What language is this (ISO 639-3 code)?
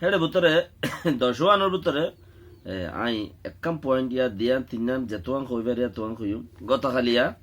rhg